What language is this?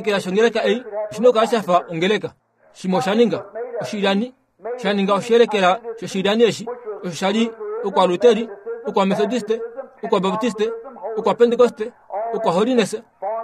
Kuanyama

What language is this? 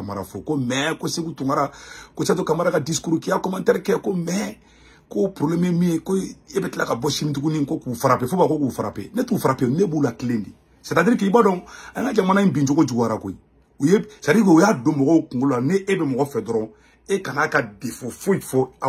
Bambara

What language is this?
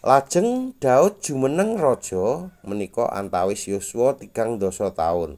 Javanese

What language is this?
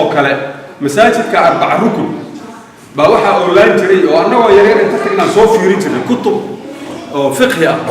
Somali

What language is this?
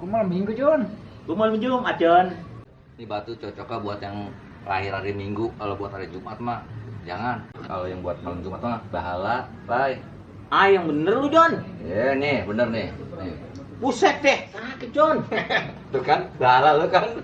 Betawi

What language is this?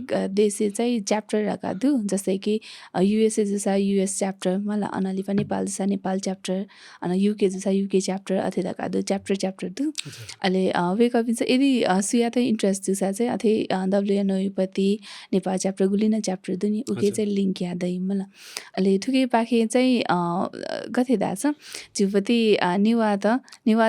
Newari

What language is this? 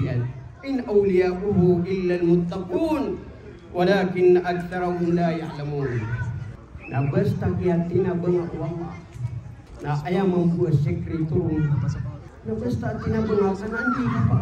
Maranao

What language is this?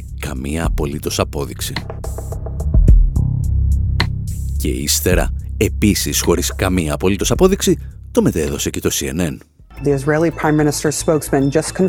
Greek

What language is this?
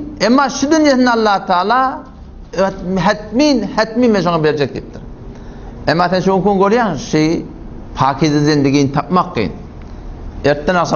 Turkmen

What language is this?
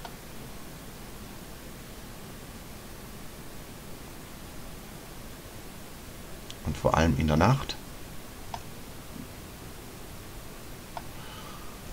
German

